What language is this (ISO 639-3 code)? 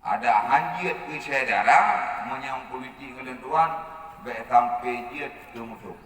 ace